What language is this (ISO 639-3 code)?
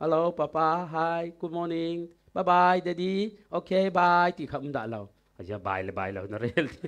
cfm